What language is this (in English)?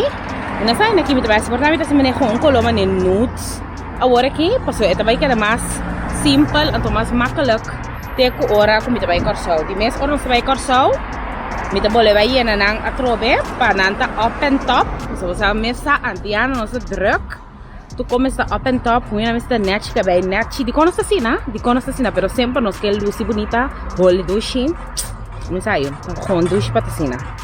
Papiamento